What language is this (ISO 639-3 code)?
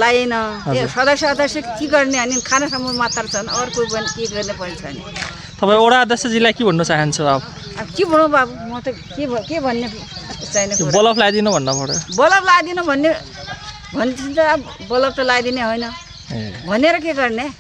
nep